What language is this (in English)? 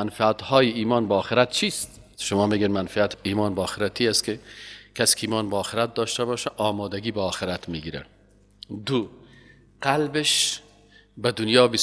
Persian